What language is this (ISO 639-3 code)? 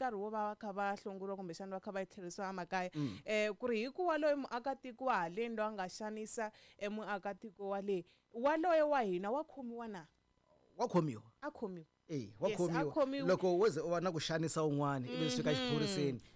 tso